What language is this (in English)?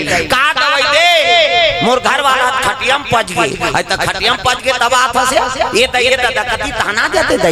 Chhattisgarhi